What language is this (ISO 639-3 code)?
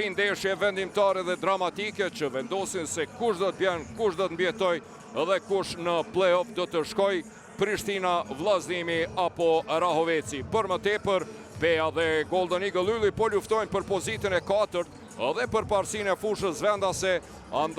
sqi